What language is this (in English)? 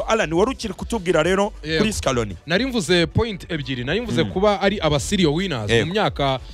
Kinyarwanda